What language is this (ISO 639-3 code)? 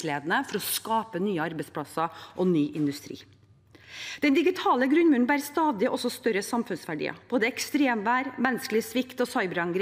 nor